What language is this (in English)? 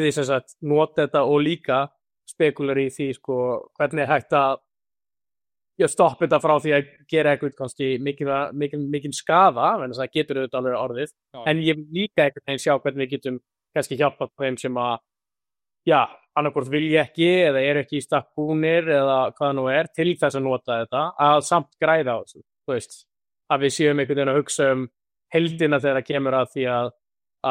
Icelandic